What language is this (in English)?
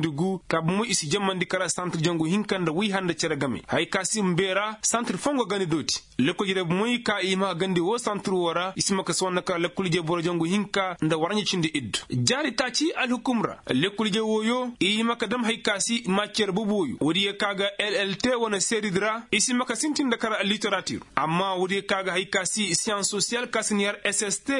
Koyraboro Senni